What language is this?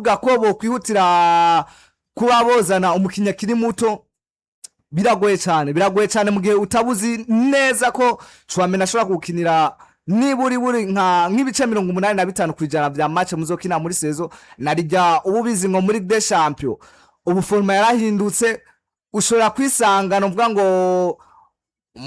Rundi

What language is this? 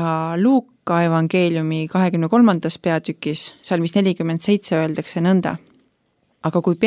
Estonian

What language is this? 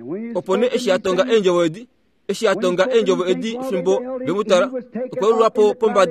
Kuanyama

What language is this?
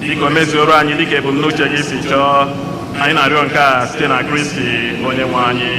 Igbo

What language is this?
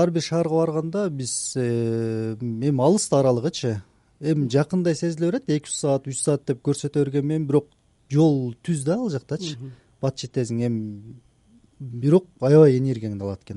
Kyrgyz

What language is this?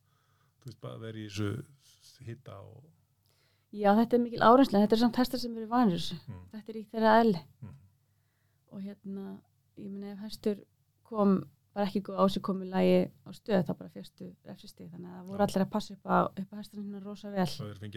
Icelandic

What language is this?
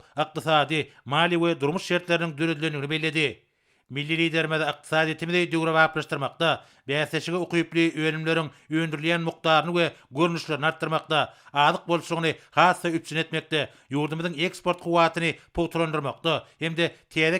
Turkmen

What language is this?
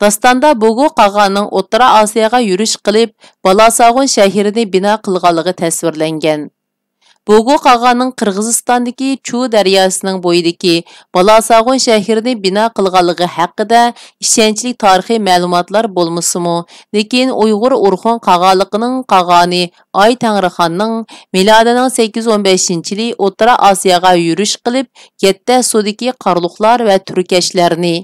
Uyghur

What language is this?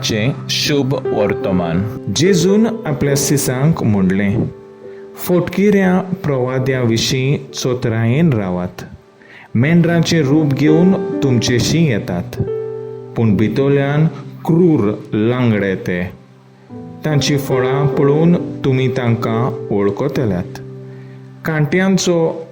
Konkani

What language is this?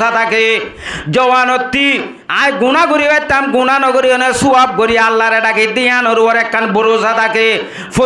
Rohingya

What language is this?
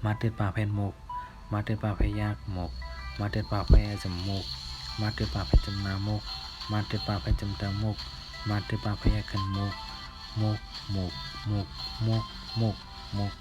Shan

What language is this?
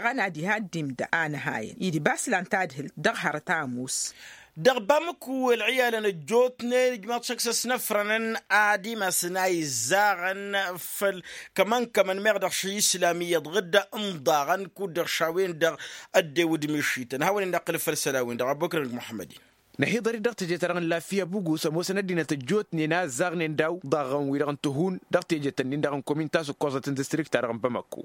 Tamasheq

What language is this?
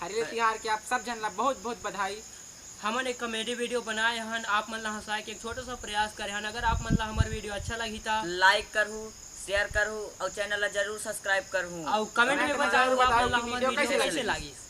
Chhattisgarhi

